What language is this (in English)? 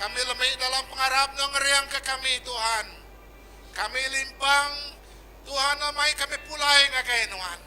Iban